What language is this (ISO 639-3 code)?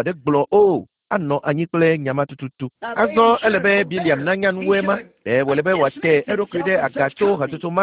ewe